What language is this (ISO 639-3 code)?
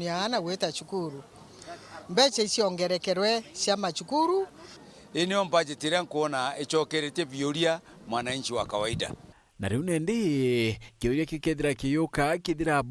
mer